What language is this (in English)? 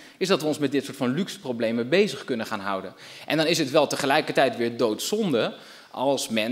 Dutch